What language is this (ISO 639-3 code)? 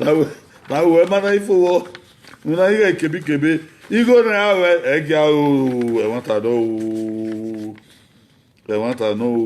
bin